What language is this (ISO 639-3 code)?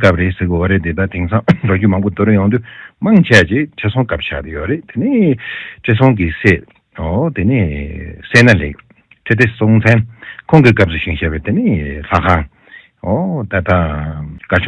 bod